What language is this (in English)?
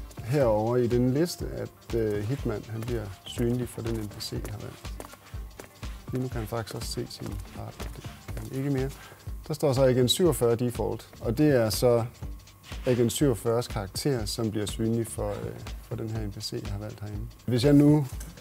Danish